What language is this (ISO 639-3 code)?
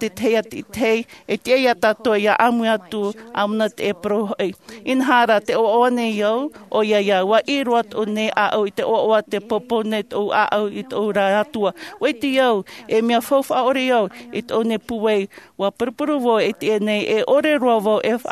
tah